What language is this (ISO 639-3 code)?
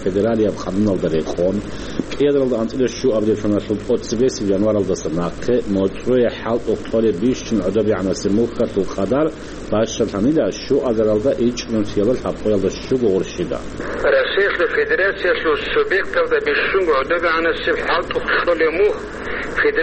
ava